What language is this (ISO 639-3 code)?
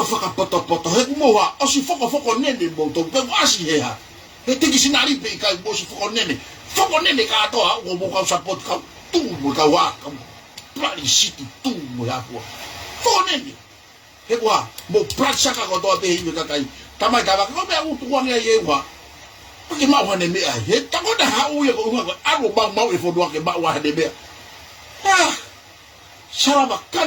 ton